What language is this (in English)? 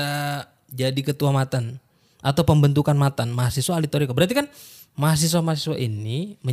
Indonesian